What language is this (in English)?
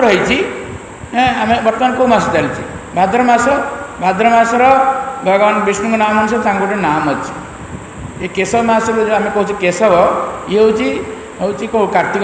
Odia